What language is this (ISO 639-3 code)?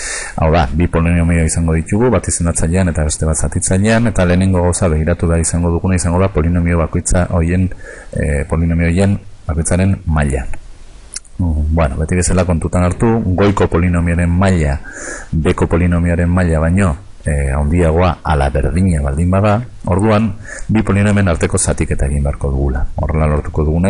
eus